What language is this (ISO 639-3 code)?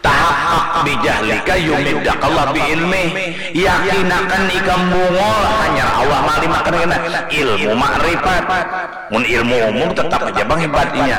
bjn